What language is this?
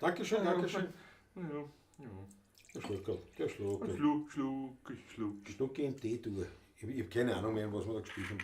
Bavarian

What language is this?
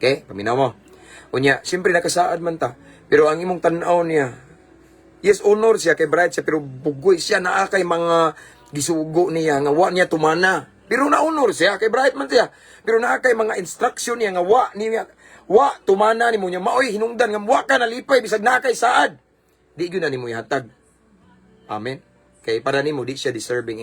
Cebuano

